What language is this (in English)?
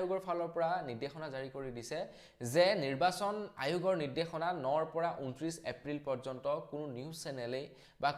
Assamese